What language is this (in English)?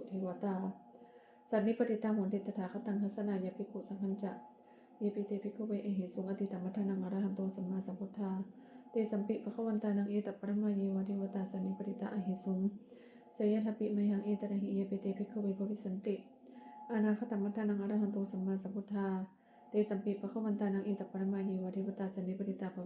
Pali